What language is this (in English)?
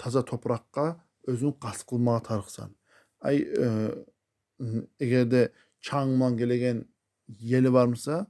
Kumyk